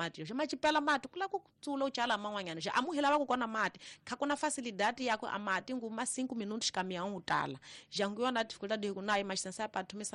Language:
Tsonga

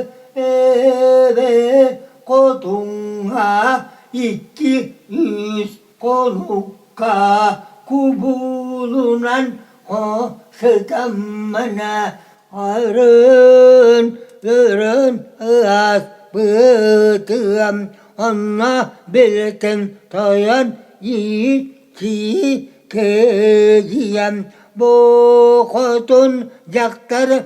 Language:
Yakut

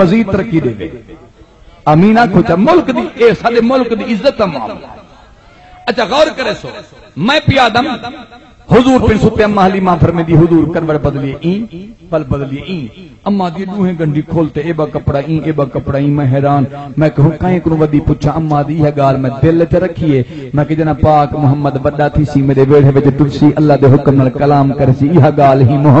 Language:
Saraiki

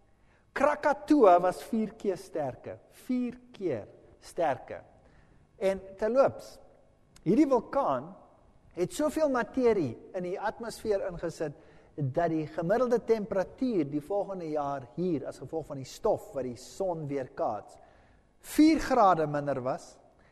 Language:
Afrikaans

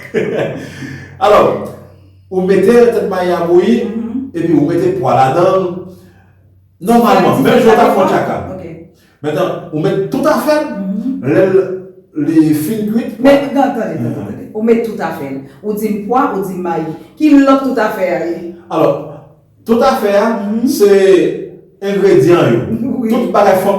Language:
Haitian Creole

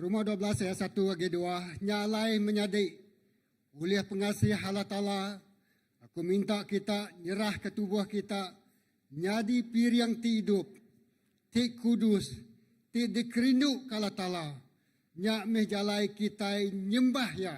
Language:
Iban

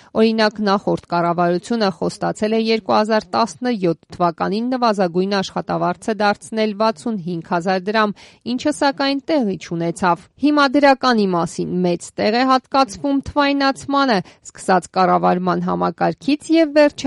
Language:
Armenian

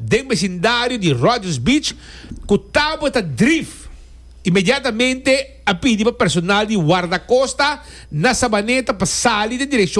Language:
Papiamento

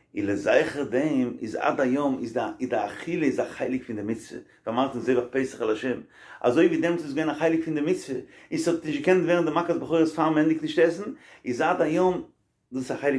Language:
Yiddish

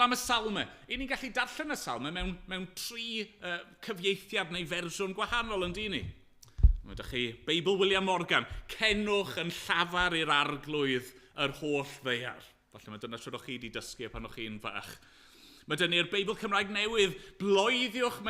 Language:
Welsh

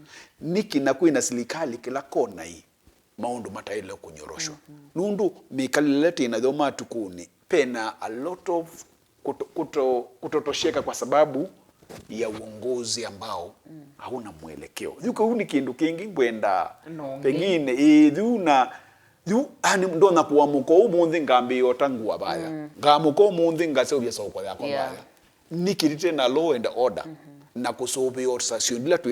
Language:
Kamba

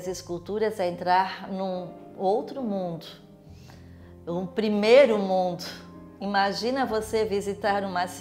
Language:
Portuguese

